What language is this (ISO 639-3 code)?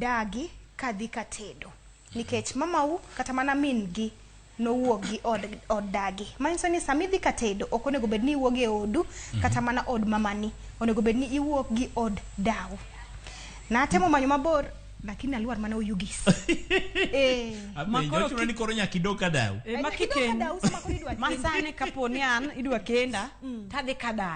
luo